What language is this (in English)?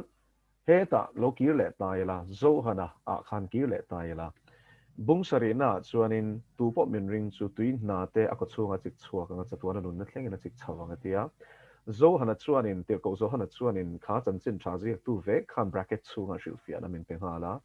Mizo